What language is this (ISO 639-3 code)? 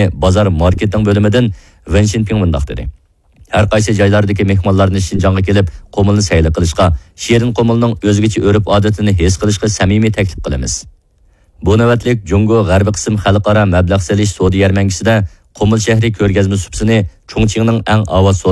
uig